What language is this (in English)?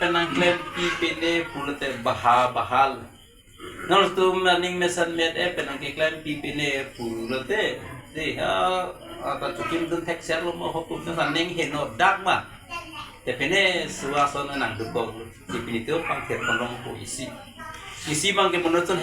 Karbi